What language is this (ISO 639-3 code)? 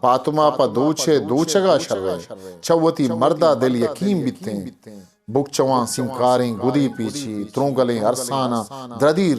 bgp